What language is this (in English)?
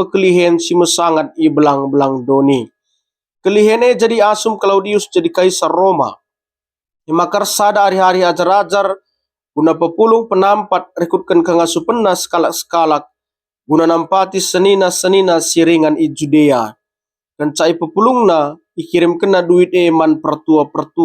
Batak Karo